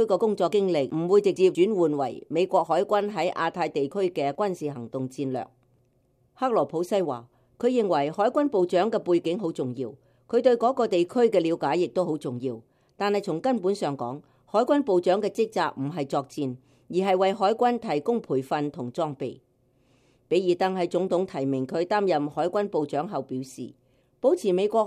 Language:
Cantonese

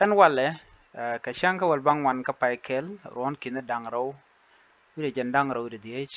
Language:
Nuer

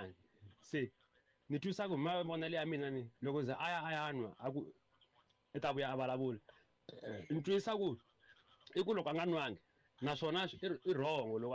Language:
Tsonga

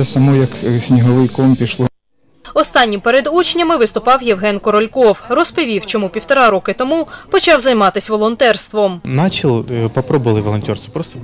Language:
Ukrainian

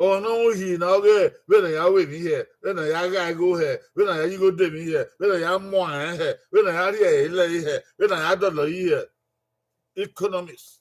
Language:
Bini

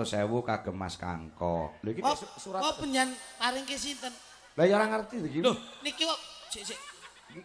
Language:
Javanese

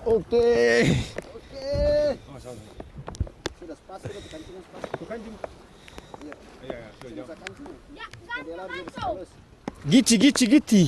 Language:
Ambonese Malay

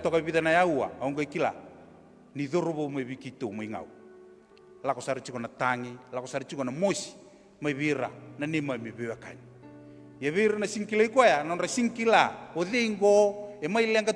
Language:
Fijian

